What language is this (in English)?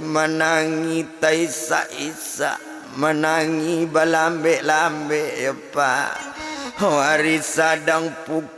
Minangkabau